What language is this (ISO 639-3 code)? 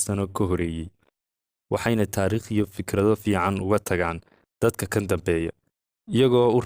som